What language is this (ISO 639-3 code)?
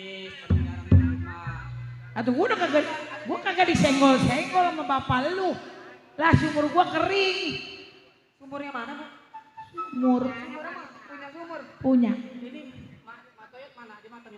bew